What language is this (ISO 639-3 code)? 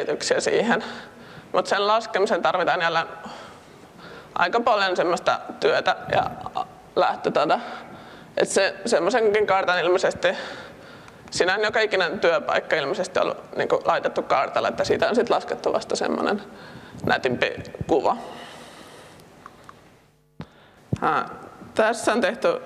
fin